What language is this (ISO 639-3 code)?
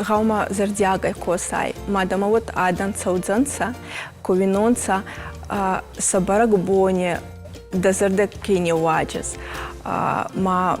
oss